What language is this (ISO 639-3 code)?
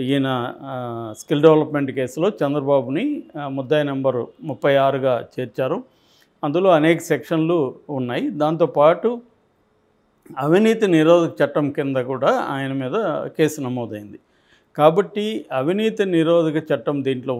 tel